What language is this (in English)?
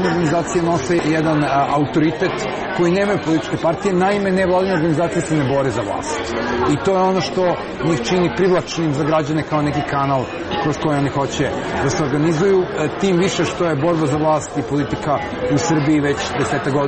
Serbian